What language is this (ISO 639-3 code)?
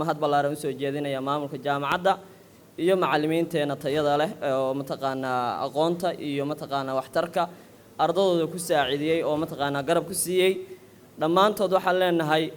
som